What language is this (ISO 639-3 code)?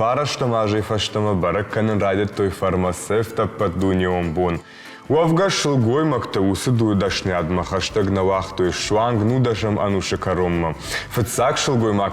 oss